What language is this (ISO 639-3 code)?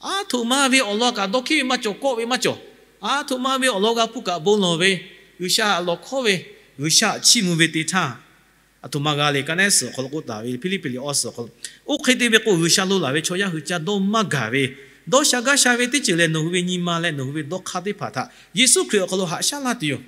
lhu